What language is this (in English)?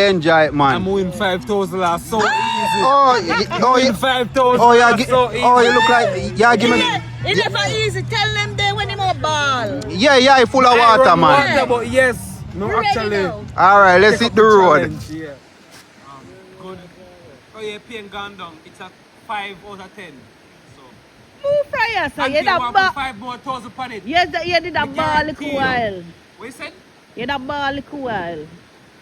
Jamaican Creole English